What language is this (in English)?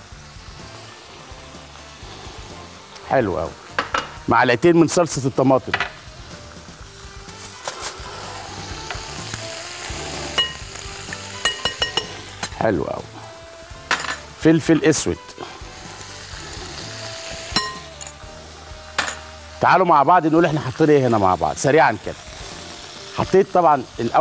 Egyptian Arabic